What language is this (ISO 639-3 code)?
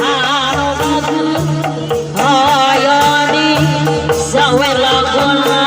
sun